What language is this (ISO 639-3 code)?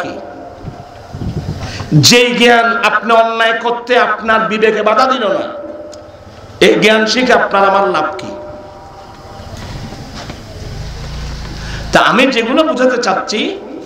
ben